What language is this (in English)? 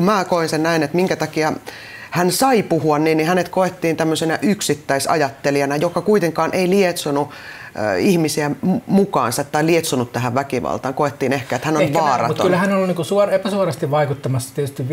Finnish